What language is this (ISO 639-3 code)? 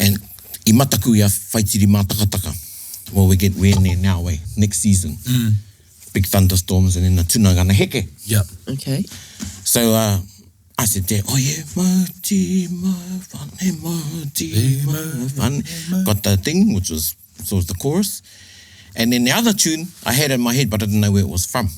mri